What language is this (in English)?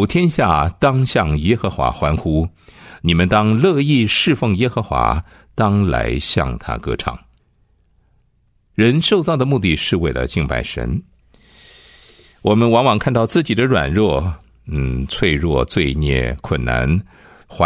Chinese